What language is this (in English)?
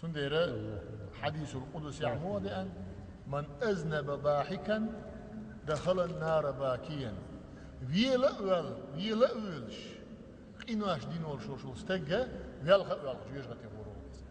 Chechen